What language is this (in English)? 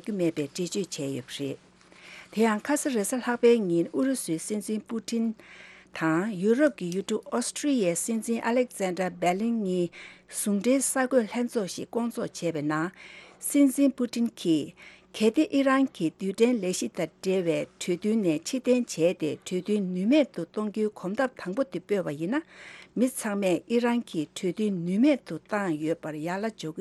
Tibetan